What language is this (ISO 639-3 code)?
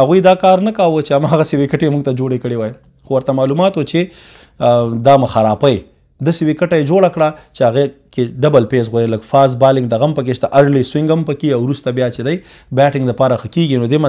pus